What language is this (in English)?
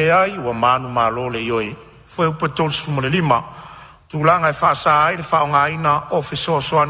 Samoan